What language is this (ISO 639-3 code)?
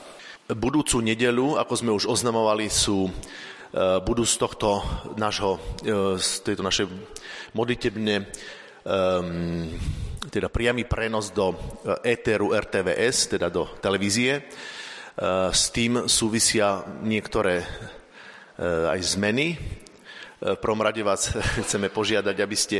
slk